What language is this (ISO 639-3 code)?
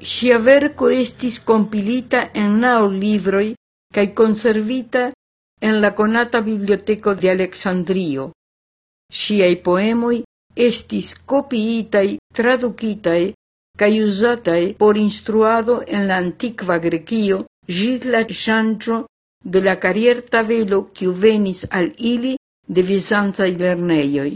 epo